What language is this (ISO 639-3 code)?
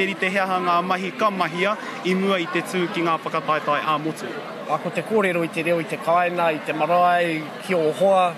mri